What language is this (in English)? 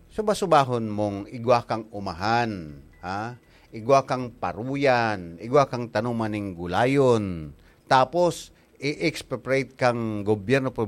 Bikol